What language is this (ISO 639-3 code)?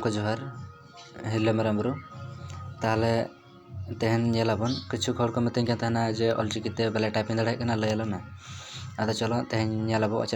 sat